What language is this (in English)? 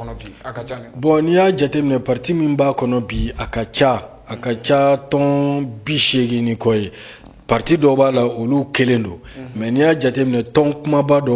Bambara